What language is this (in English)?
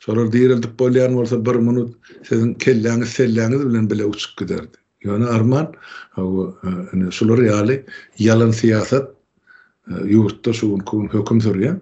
Turkmen